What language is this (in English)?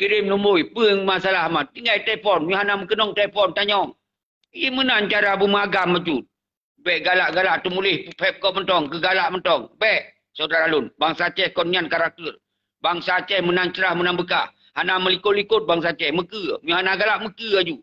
Achinese